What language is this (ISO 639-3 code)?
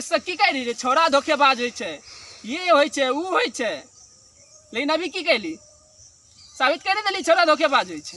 mai